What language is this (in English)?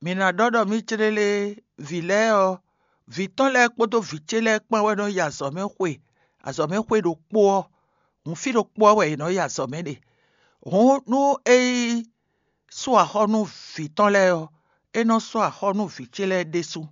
Fon